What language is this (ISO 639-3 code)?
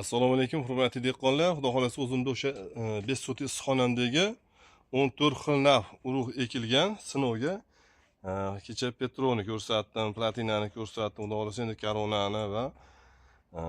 uzb